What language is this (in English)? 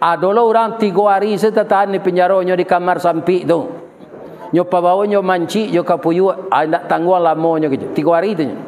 Minangkabau